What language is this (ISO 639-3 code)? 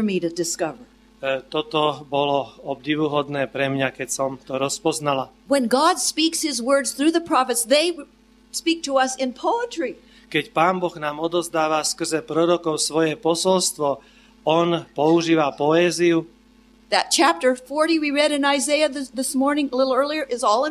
slk